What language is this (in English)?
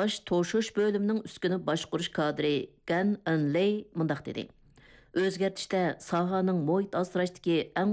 Uyghur